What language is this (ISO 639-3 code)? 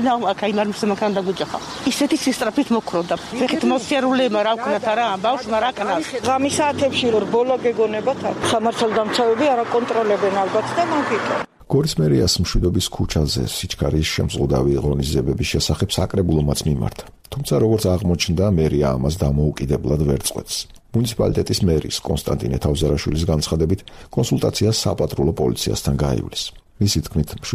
kat